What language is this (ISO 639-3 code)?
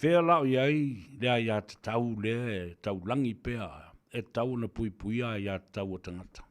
smo